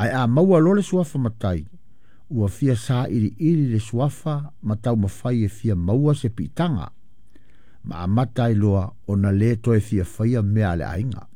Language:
Samoan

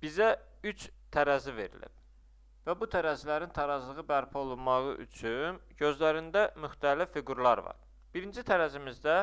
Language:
Azerbaijani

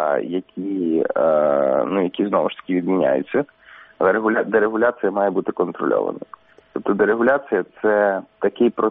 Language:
Ukrainian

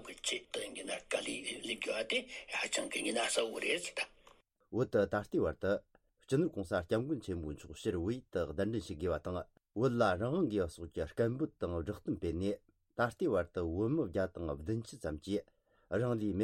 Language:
Tibetan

